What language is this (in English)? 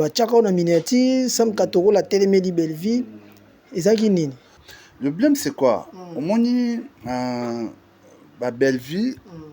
Lingala